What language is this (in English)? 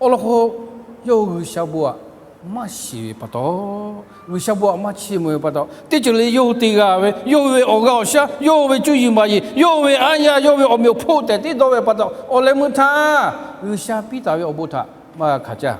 Lahu